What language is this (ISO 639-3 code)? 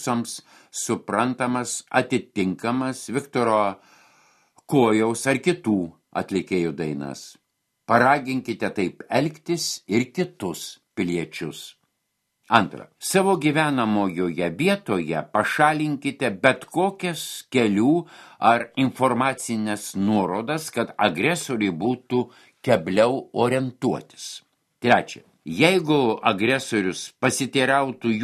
lit